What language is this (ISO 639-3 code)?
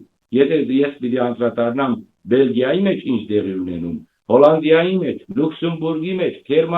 hyw